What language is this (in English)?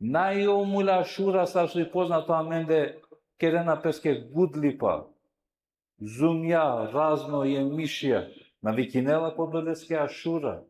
Balkan Romani